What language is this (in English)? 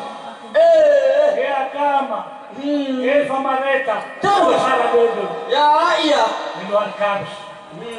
Nias